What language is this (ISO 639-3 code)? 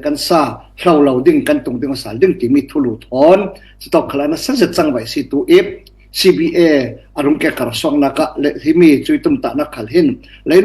cfm